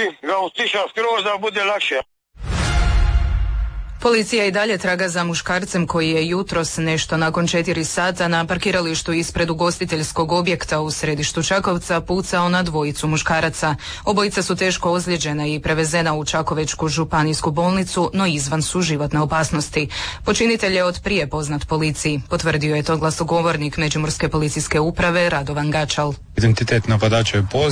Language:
Croatian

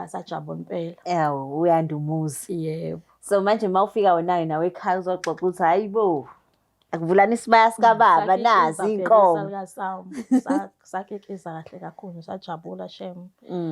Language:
Zulu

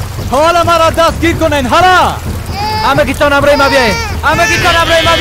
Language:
Persian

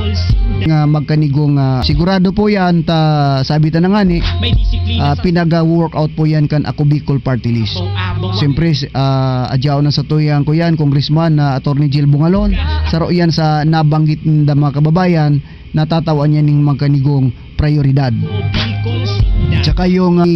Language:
Bikol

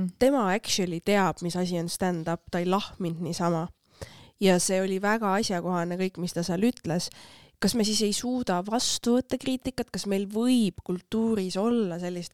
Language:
Estonian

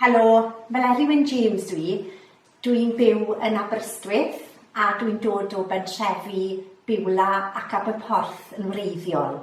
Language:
Welsh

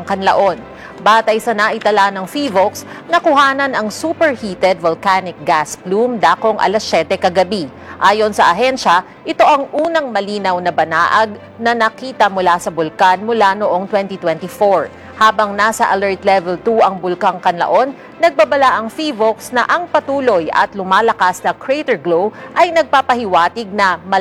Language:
Filipino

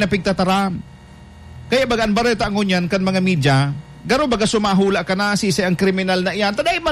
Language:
Bikol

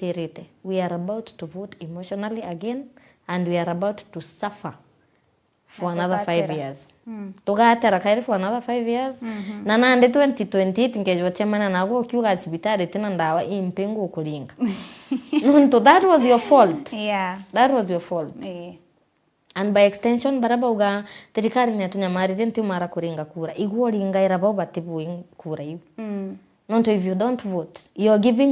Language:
Meru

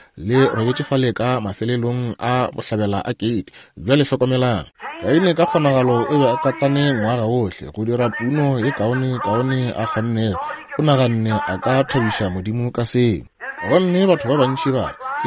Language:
Northern Sotho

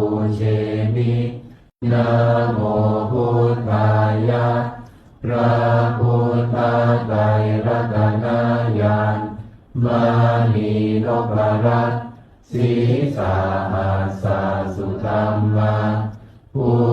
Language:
Pali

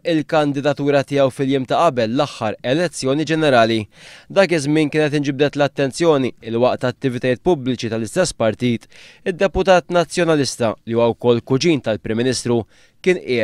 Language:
Maltese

